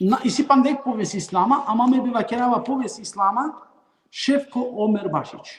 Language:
Balkan Romani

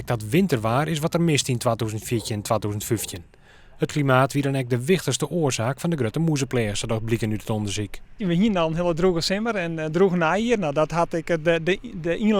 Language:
Western Frisian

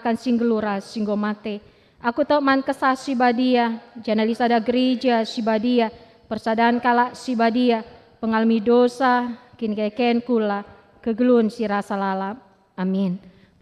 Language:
Batak Karo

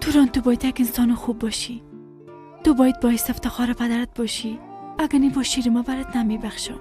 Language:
Persian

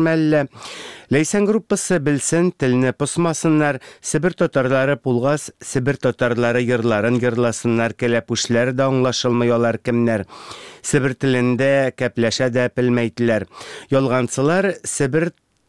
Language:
Tatar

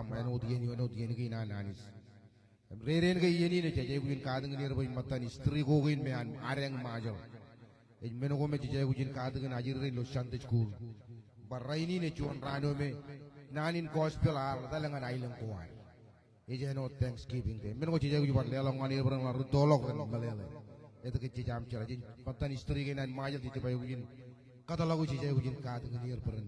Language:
Marshallese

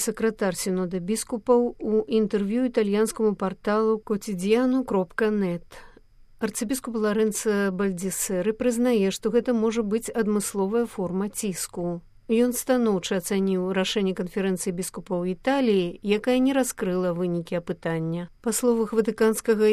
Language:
Belarusian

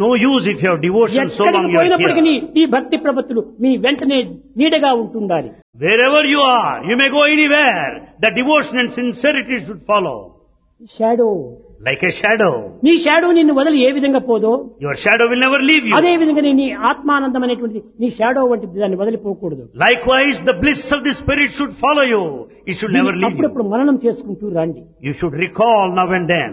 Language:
Telugu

